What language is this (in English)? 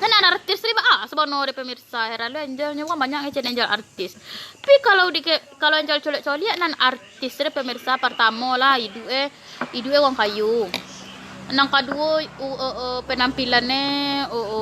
Minangkabau